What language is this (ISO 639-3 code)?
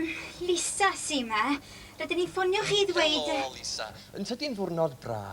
cym